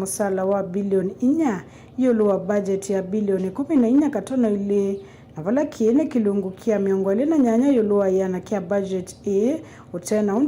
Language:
Kamba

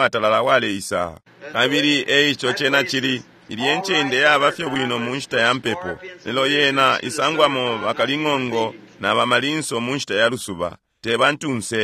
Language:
Bemba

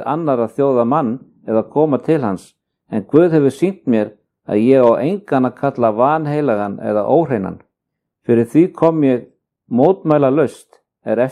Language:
Icelandic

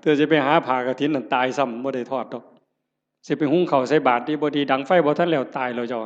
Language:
Northeastern Thai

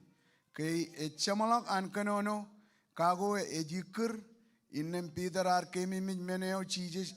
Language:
Marshallese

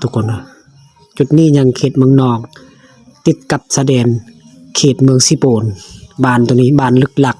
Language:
Lao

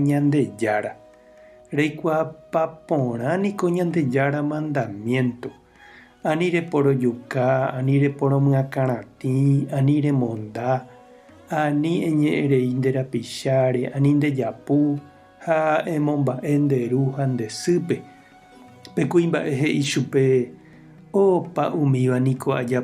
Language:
Guarani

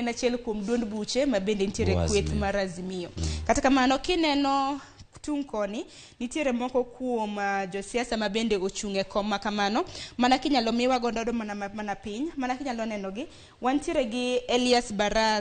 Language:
Luo (Kenya and Tanzania)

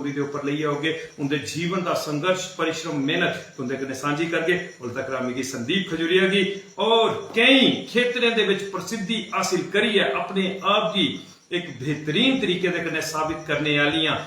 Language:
Dogri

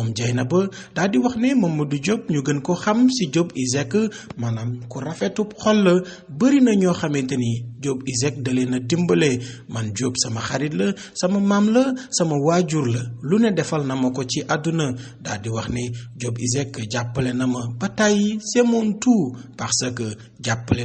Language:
Wolof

